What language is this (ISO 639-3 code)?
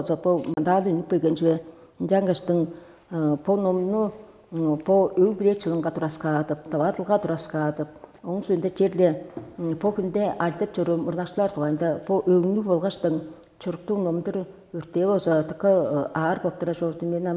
tyv